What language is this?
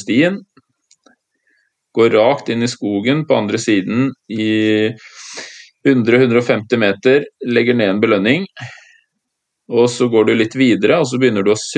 Norwegian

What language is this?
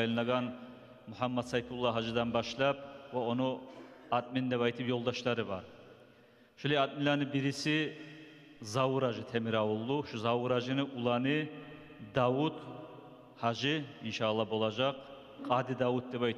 Kumyk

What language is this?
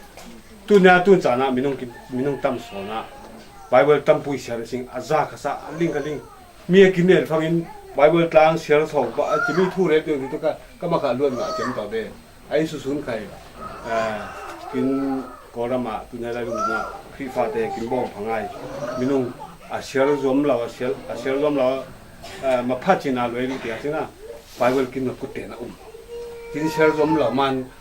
Falam Chin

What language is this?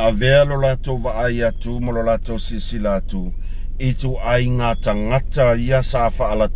Samoan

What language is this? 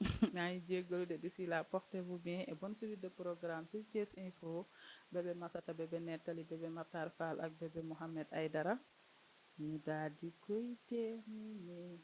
Wolof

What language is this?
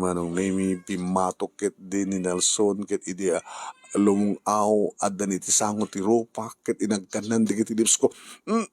Iloko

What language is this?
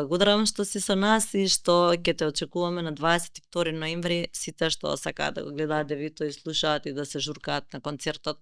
Macedonian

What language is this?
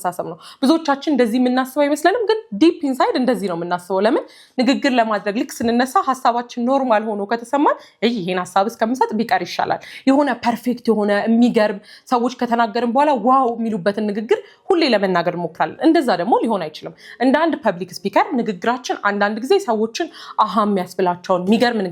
Amharic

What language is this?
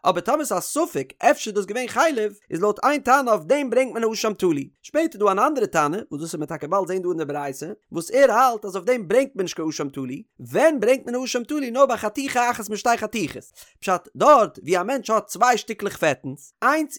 Yiddish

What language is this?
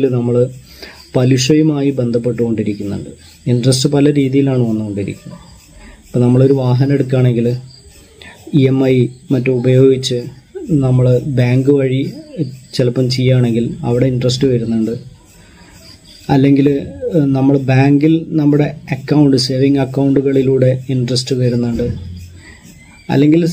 Malayalam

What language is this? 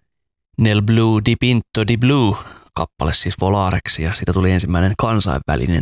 Finnish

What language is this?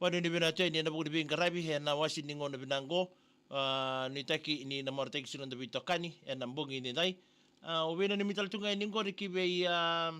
Fijian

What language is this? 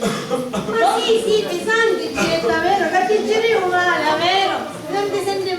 Sicilian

